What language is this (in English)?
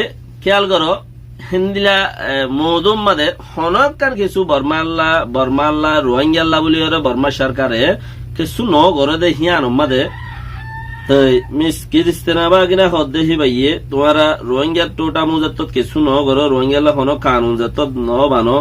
Rohingya